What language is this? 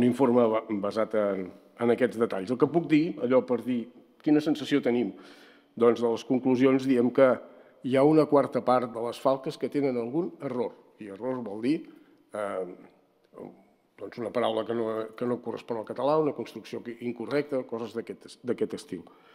Catalan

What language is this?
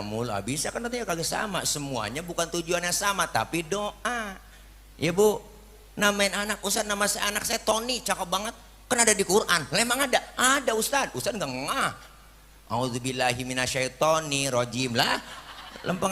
Betawi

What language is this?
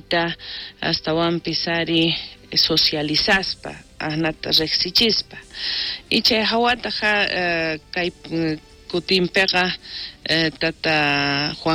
South Bolivian Quechua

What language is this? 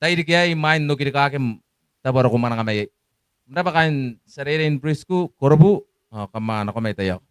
Gilbertese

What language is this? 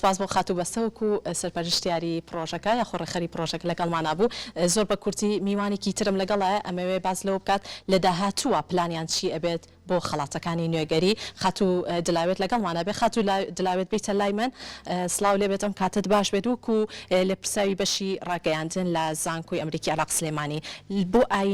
Central Kurdish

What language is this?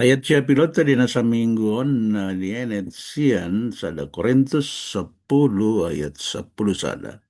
Batak Toba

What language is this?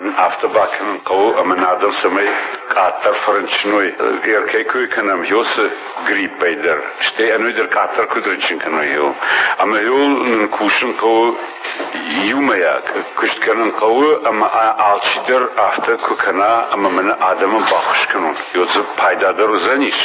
Ossetic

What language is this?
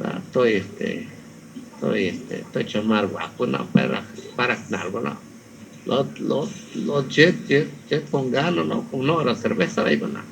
Lachiguiri Zapotec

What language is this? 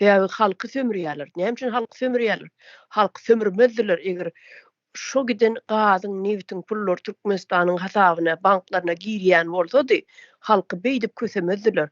Turkmen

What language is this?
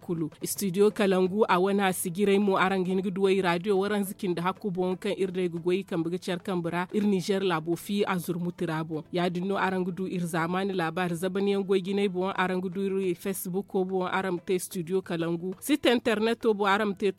Zarma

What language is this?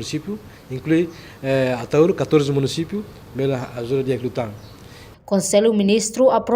Tetum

